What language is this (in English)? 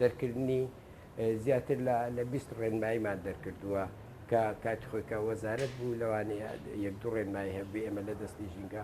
Central Kurdish